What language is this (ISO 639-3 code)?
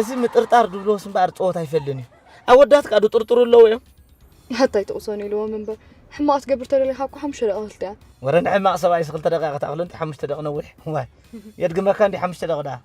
tir